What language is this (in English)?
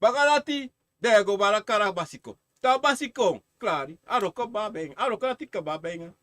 Sranan Tongo